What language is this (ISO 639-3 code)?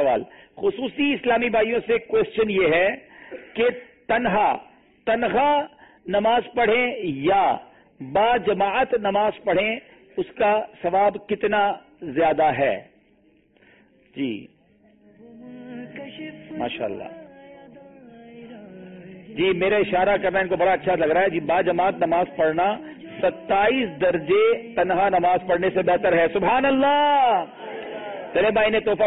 urd